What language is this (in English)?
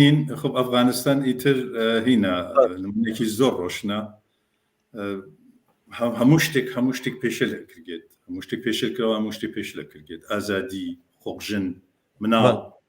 Central Kurdish